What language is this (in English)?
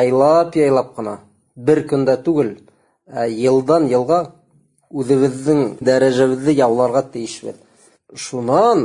Bashkir